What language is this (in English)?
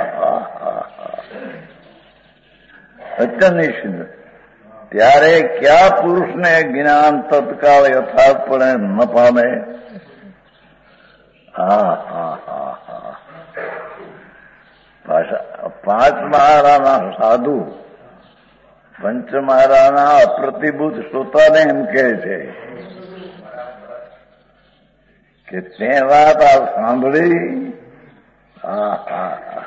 Gujarati